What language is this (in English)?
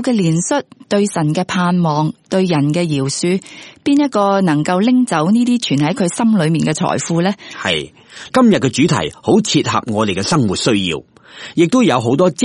Cantonese